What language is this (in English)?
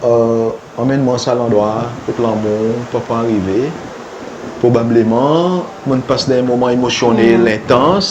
Seselwa Creole French